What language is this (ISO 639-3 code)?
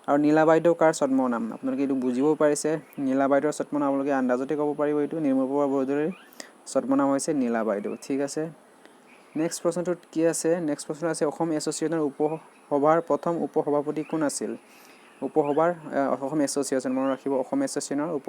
asm